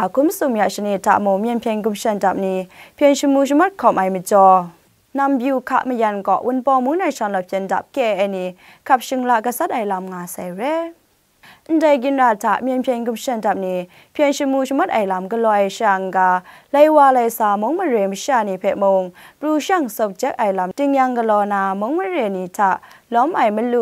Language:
Kachin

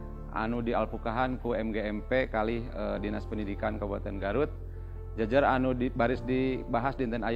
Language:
Sundanese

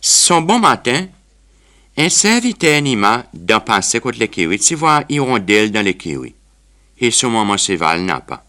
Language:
Seselwa Creole French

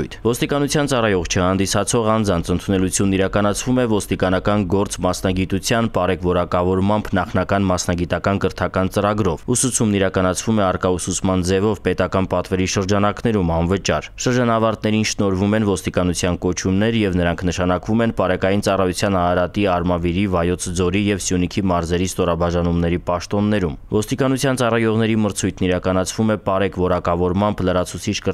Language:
Armenian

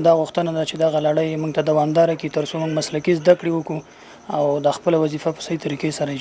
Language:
Pashto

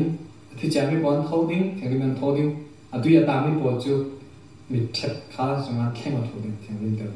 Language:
Falam Chin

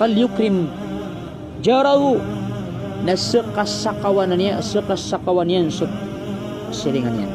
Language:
Maranao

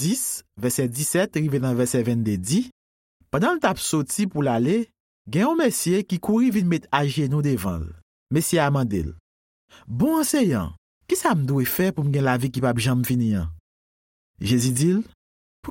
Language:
Haitian Creole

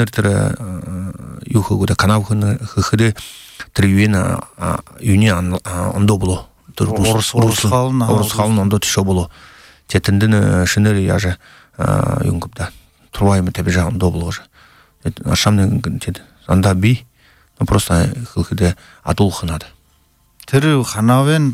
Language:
Buriat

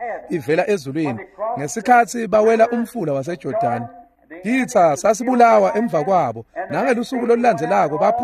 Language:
Swati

